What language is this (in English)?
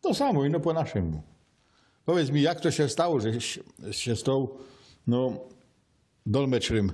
Silesian